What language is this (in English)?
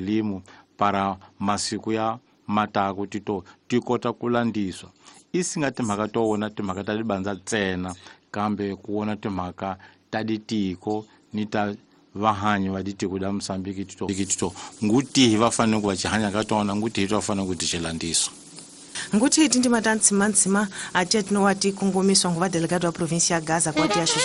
Tsonga